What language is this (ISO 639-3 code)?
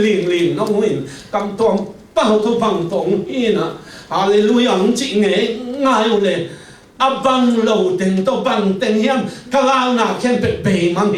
ctd